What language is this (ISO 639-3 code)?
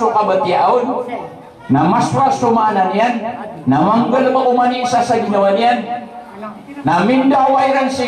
mrw